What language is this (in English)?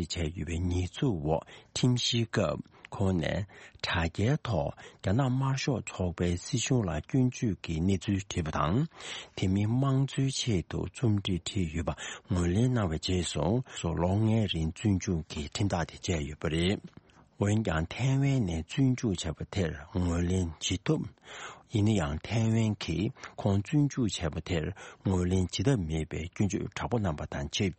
Tibetan